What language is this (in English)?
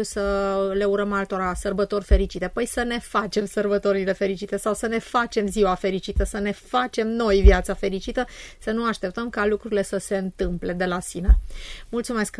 Romanian